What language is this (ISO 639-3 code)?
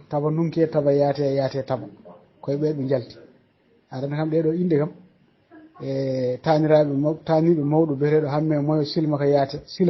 ful